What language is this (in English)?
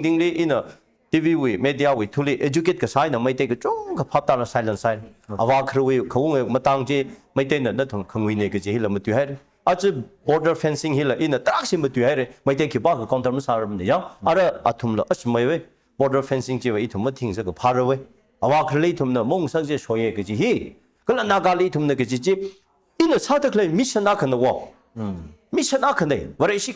Tangkhul Naga (India)